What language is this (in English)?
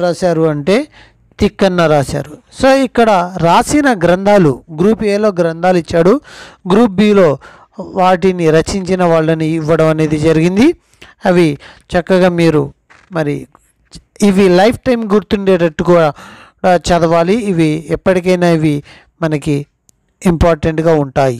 Telugu